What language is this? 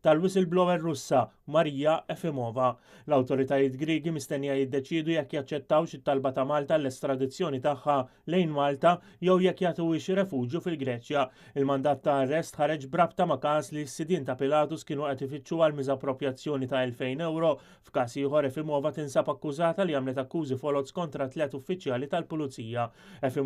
Maltese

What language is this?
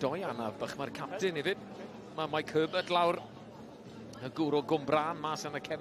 Welsh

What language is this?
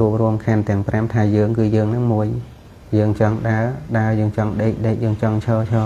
Khmer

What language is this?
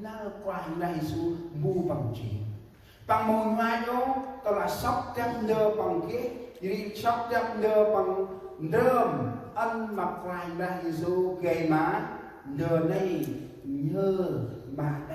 Central Mnong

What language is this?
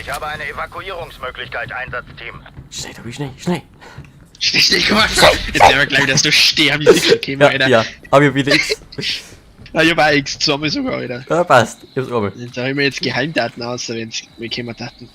Bavarian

